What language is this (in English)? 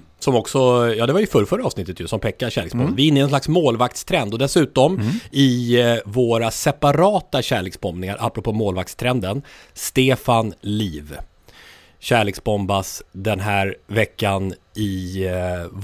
Swedish